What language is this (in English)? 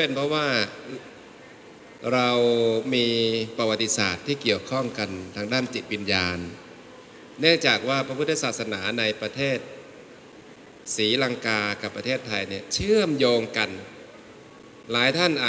Thai